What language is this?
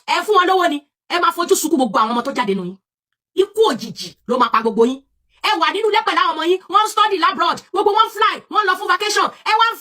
Yoruba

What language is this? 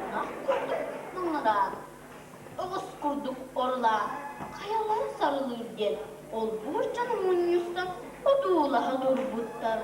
Yakut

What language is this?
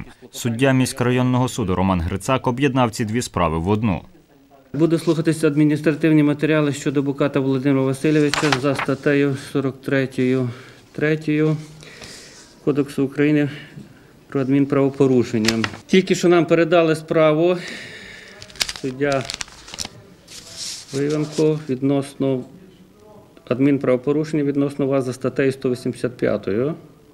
Ukrainian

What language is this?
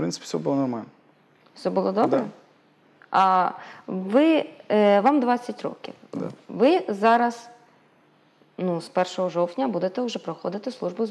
Ukrainian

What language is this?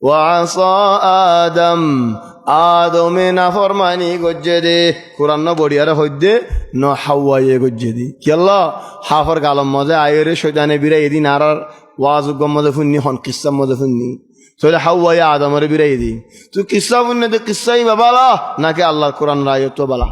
Rohingya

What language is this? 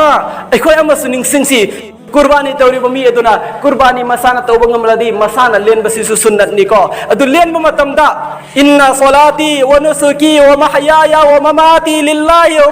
Manipuri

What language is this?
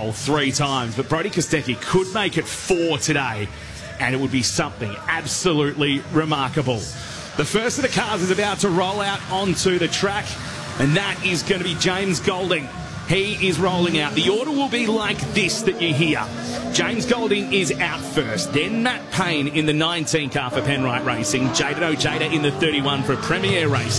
English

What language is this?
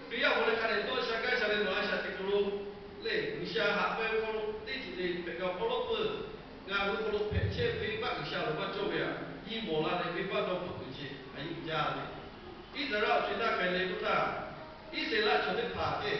Lahu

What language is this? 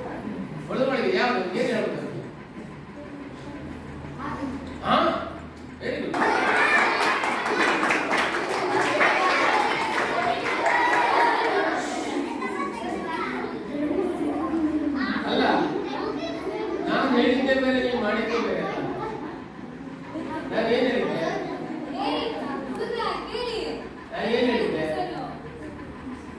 Kannada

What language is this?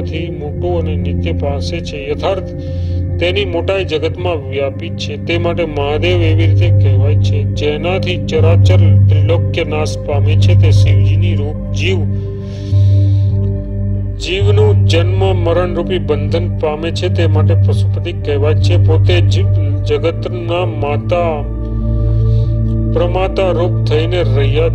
Gujarati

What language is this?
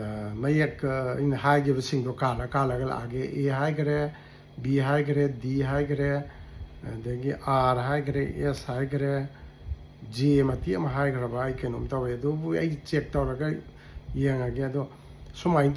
Manipuri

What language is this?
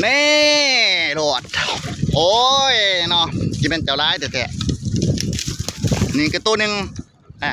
Northeastern Thai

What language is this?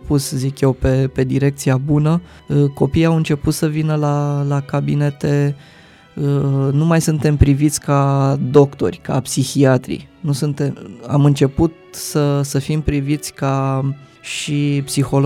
Romanian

